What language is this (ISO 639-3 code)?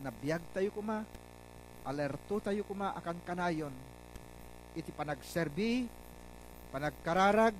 ilo